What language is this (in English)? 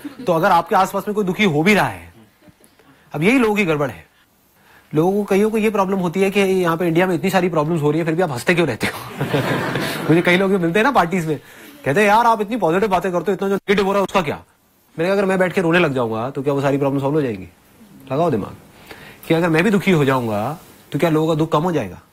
Hindi